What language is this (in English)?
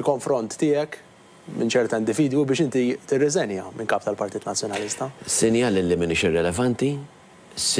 Maltese